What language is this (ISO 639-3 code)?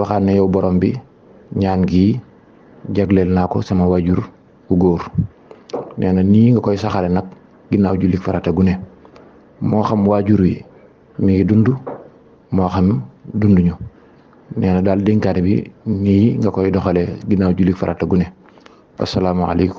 wol